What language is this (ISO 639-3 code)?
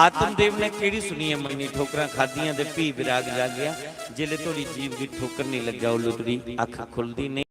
doi